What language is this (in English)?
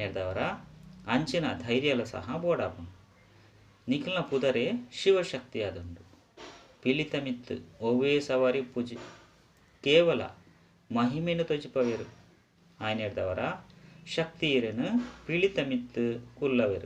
Tulu